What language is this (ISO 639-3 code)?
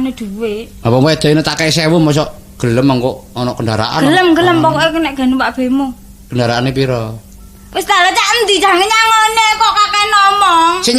jav